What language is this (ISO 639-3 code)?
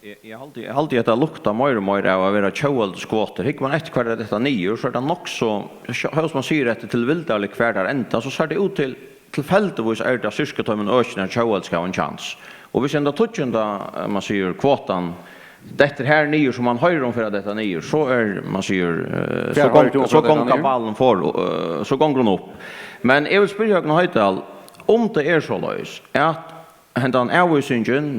fao